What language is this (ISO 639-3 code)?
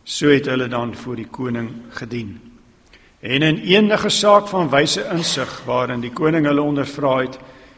afr